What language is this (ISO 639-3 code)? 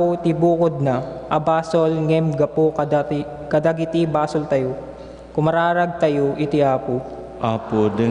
ilo